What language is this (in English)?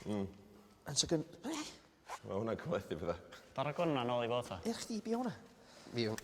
Welsh